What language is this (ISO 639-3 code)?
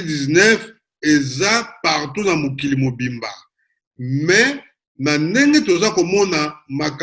lin